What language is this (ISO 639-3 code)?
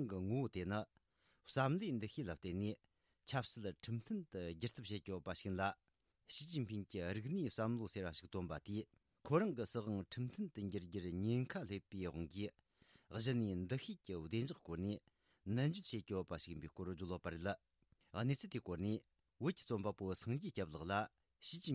bod